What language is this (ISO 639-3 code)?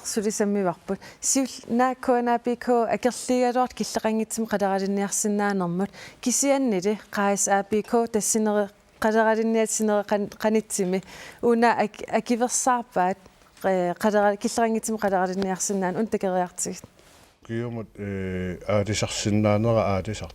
kal